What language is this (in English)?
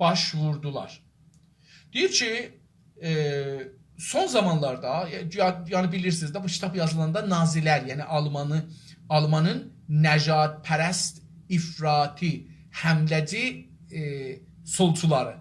South Azerbaijani